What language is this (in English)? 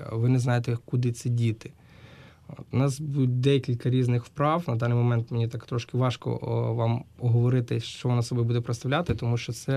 Ukrainian